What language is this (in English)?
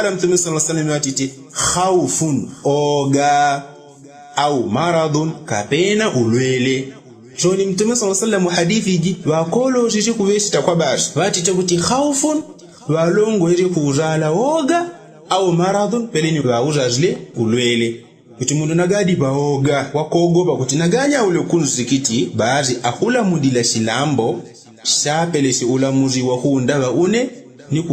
Yao